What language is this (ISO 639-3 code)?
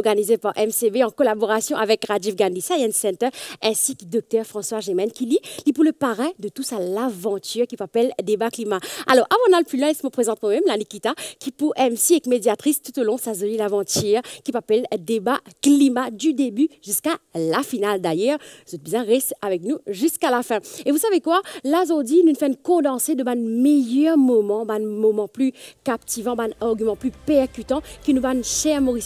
mfe